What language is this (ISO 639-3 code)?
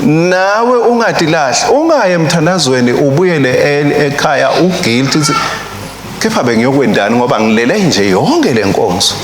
ssw